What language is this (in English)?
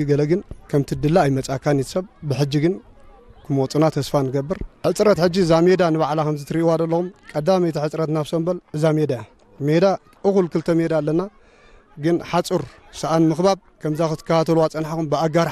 Tigrinya